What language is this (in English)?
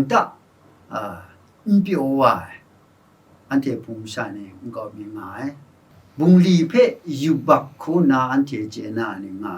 Kachin